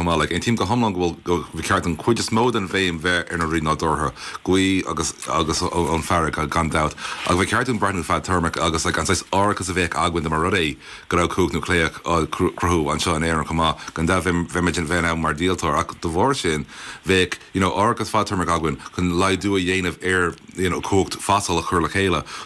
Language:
Irish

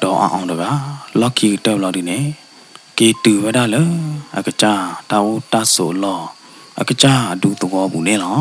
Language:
S'gaw Karen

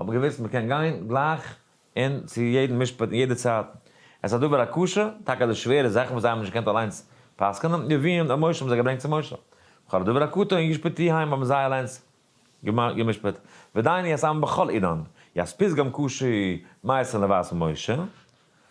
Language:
Yiddish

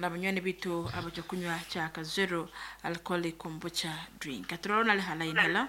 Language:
Nyankole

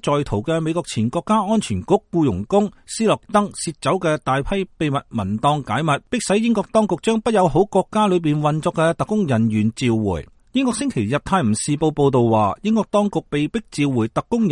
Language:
Cantonese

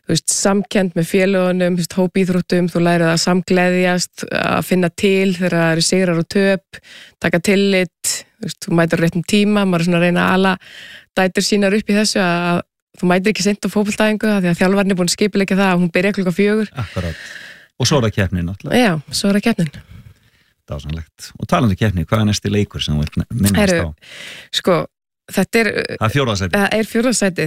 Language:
Icelandic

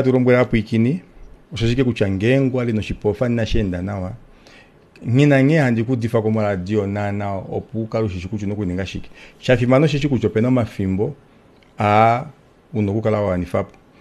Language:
Kuanyama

